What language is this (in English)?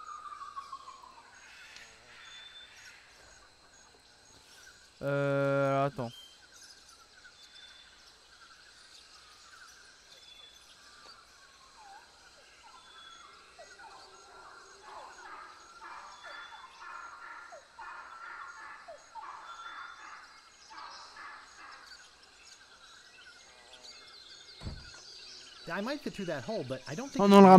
French